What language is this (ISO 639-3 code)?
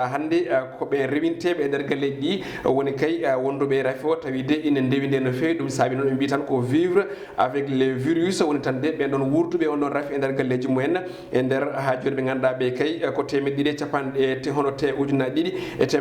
ful